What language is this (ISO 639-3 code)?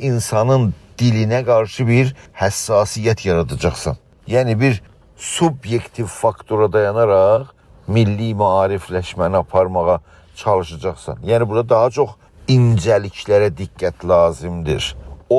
azb